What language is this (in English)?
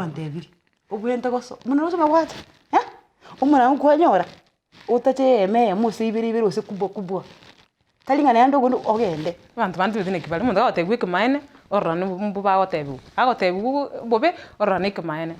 Gusii